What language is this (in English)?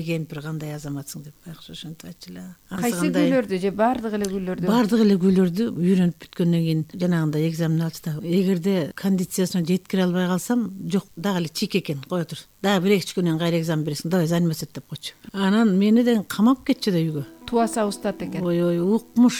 Kyrgyz